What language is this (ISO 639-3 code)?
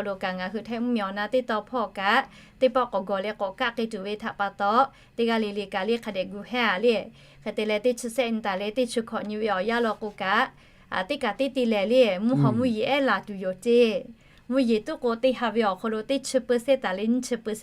lhu